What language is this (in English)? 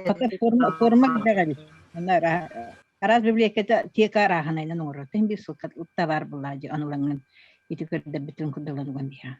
Yakut